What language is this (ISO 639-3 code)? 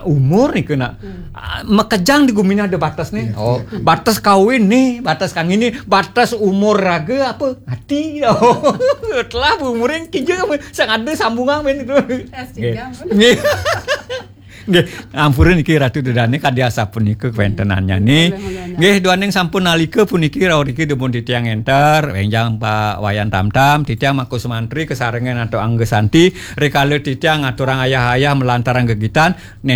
ban